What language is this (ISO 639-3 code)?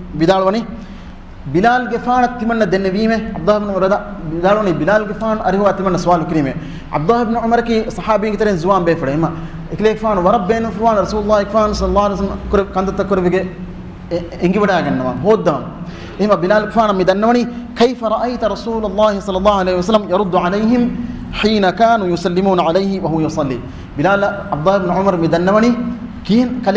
div